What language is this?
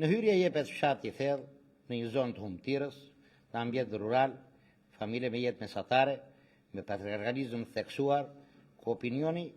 Albanian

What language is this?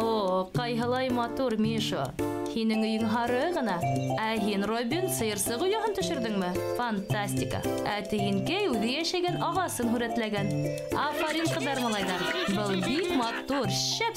Bashkir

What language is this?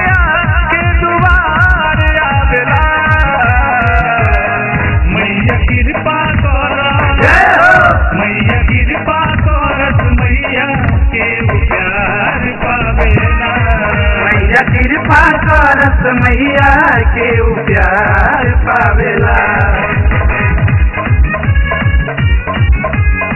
Bhojpuri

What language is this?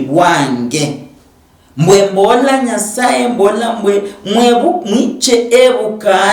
Luyia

